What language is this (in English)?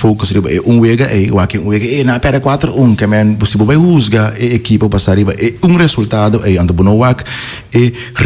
Papiamento